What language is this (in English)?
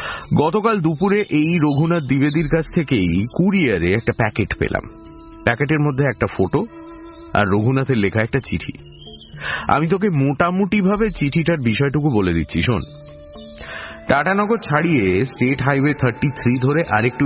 Bangla